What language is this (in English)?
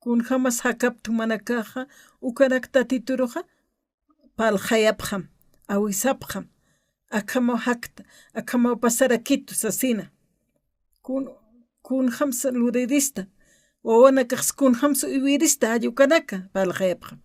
Aymara